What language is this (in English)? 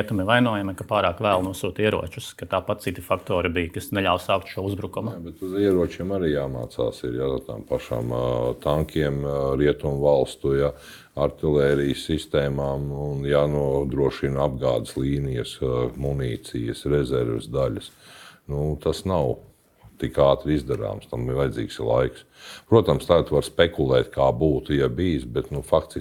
Latvian